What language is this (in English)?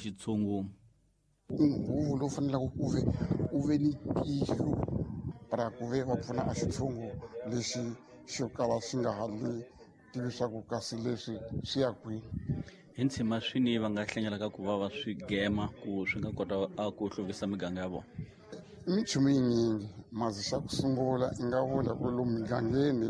Tsonga